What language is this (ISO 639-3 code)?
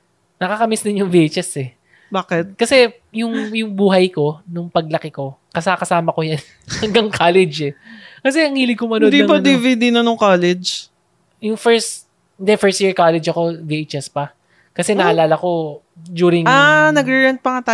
fil